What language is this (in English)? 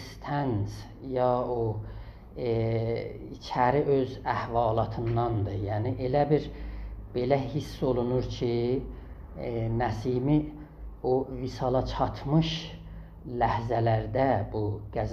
South Azerbaijani